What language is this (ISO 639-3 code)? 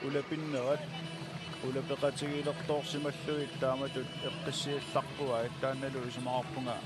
kal